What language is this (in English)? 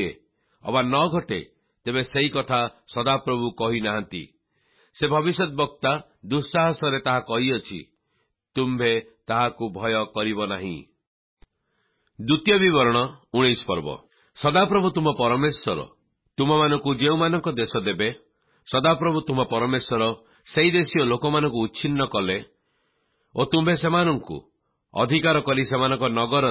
Odia